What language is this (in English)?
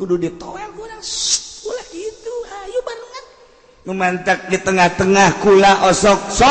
Sundanese